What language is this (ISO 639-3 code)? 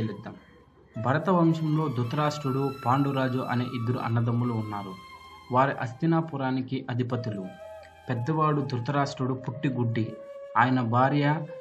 tel